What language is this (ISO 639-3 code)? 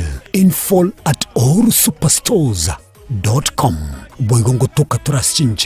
guz